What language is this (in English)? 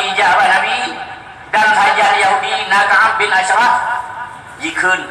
Achinese